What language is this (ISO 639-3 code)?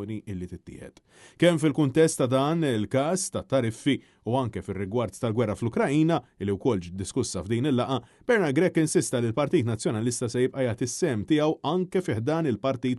mlt